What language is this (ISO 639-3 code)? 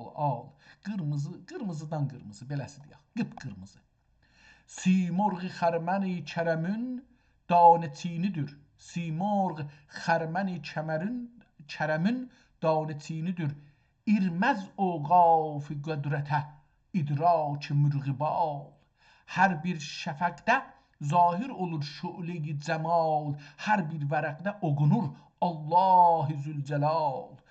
azb